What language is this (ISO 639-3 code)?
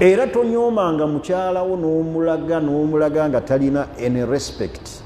lug